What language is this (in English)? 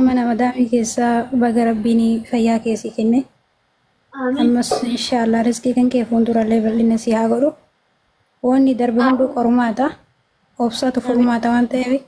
Oromo